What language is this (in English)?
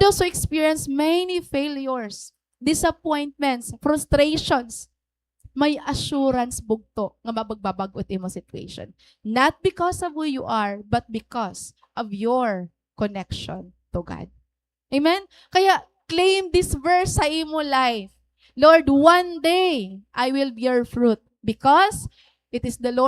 Waray